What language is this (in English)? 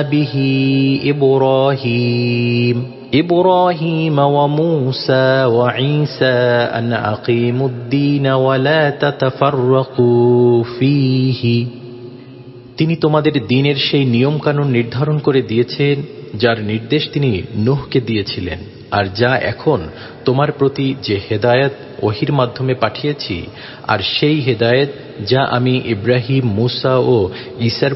Bangla